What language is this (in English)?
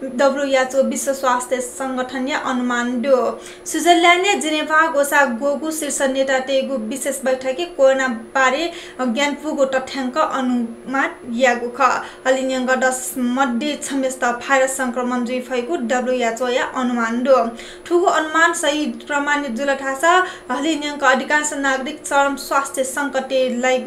Newari